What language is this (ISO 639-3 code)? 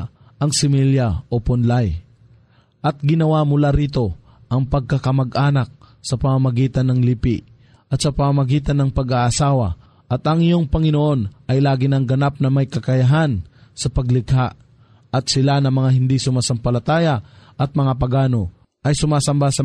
fil